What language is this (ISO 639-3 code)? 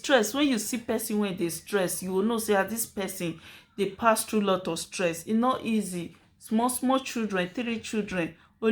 pcm